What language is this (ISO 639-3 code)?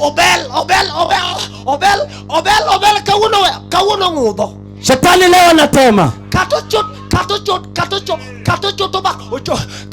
luo